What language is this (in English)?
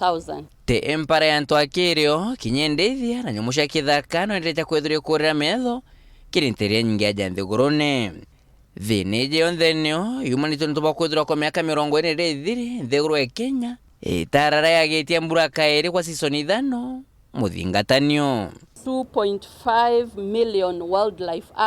Meru